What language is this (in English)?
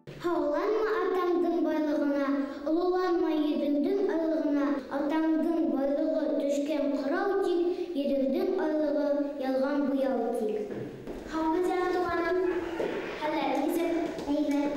Bashkir